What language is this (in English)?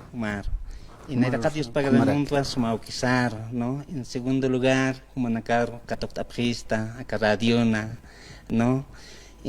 Aymara